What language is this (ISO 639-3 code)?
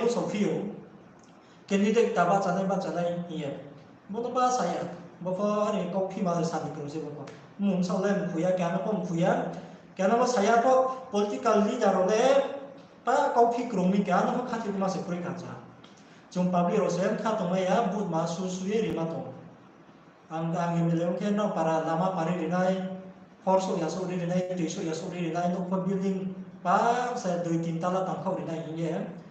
ria